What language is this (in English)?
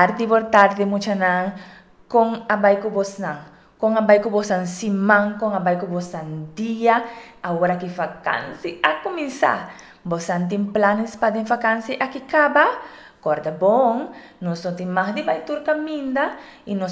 Papiamento